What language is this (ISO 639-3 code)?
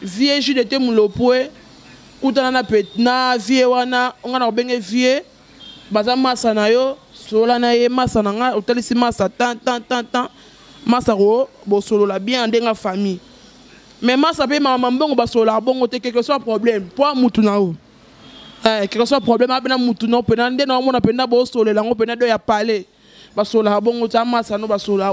lin